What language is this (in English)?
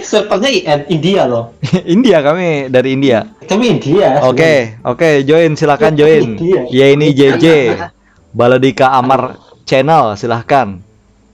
Banjar